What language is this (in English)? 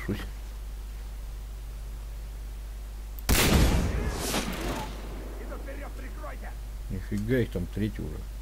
Russian